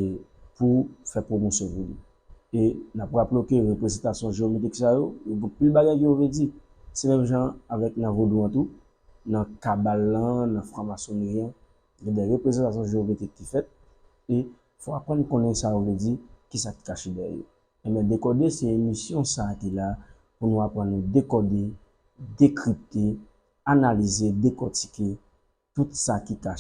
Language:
Haitian Creole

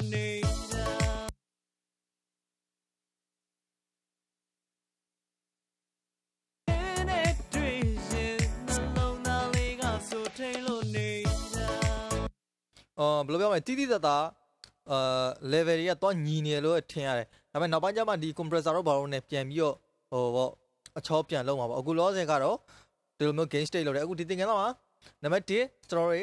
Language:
Burmese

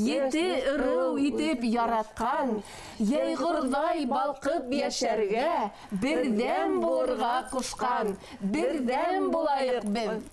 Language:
Bashkir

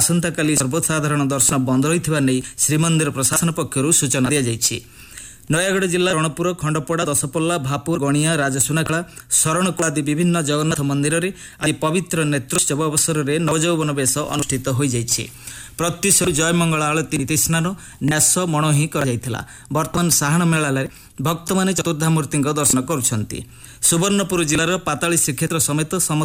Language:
Odia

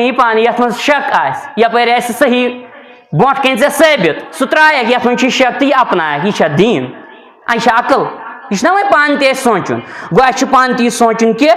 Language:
Kashmiri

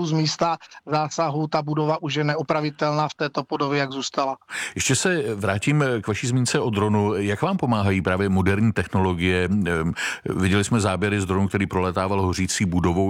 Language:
Czech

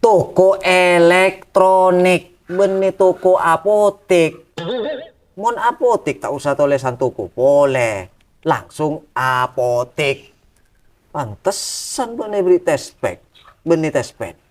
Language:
Madurese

